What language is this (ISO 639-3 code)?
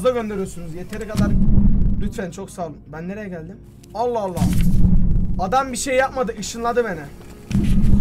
tur